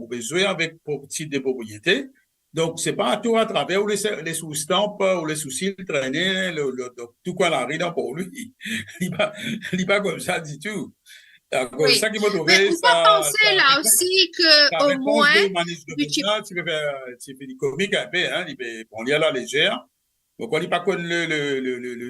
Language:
Morisyen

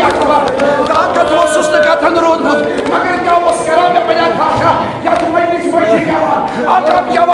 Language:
Kashmiri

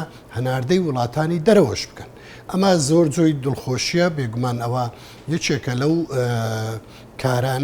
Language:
Central Kurdish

